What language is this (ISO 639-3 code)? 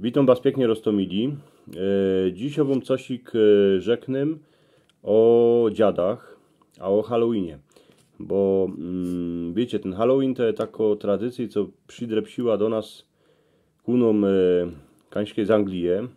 szl